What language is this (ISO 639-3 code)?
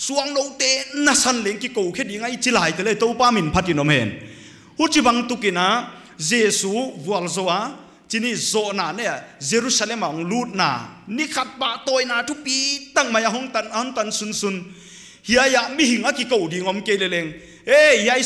pck